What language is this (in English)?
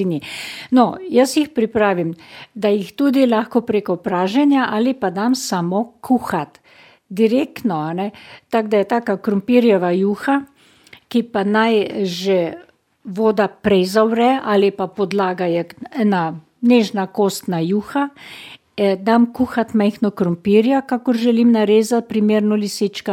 Slovenian